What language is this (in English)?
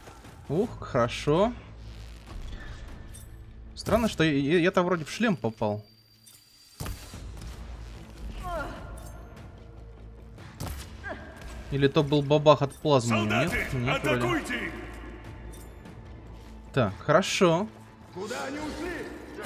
Russian